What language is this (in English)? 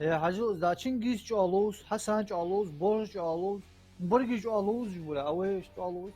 Ingush